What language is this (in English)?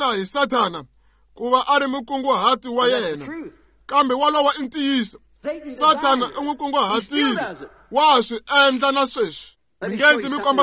Tsonga